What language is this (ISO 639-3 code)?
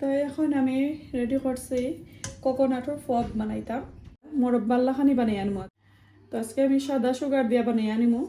syl